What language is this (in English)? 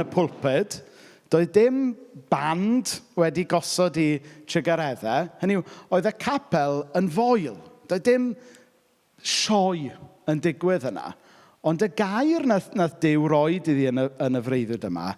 Welsh